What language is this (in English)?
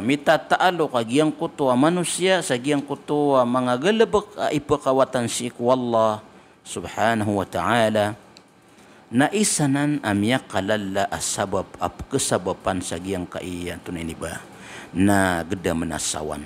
Maranao